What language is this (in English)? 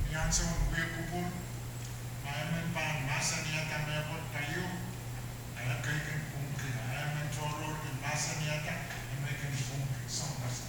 Pohnpeian